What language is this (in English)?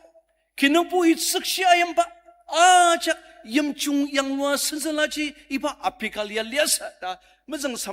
Ao Naga